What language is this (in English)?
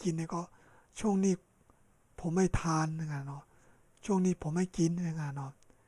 Shan